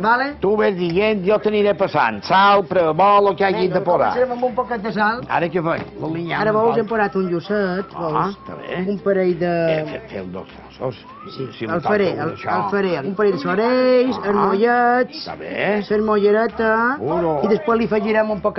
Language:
Catalan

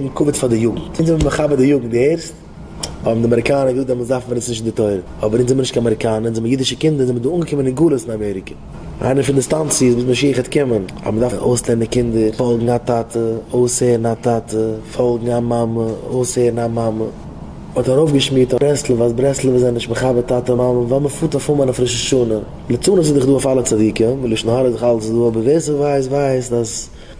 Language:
Yiddish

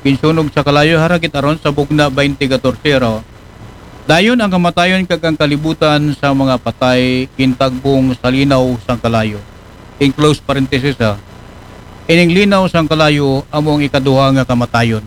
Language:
Aklanon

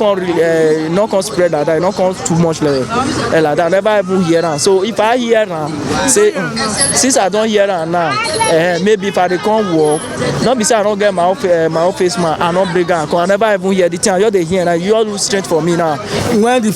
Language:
Nigerian Pidgin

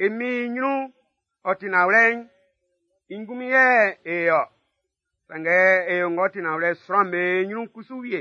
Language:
Baoulé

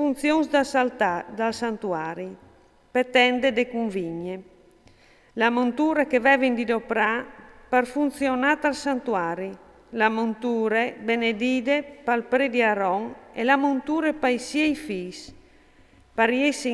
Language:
Friulian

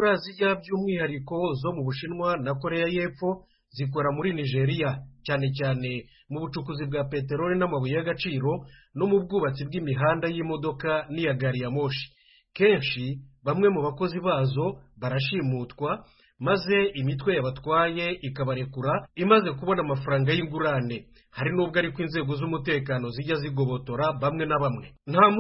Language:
Kinyarwanda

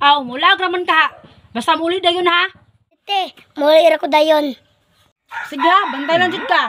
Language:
Cebuano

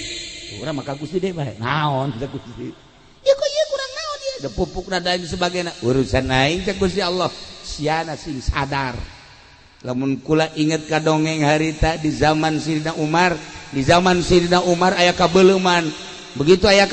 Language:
Sundanese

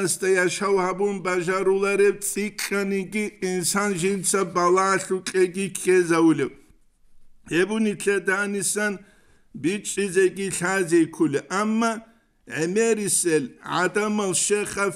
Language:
Avaric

